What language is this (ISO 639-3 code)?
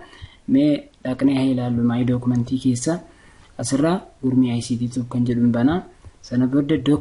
orm